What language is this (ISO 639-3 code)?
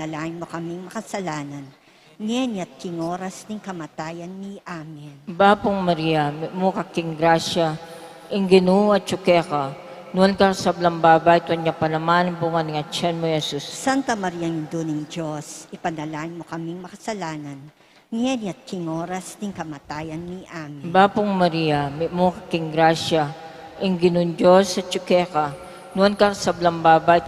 pam